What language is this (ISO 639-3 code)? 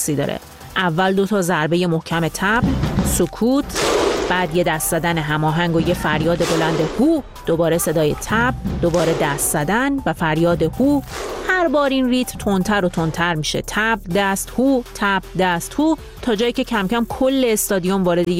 fas